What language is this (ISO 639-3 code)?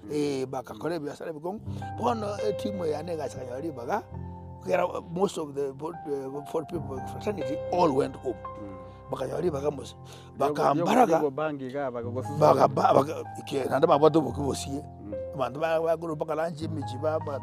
guz